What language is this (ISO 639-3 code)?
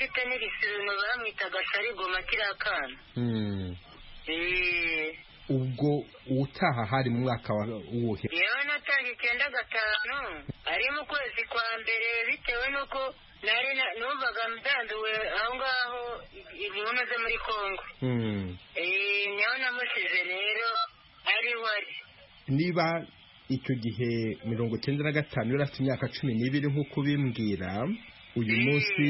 kin